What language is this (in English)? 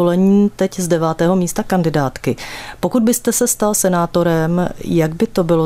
Czech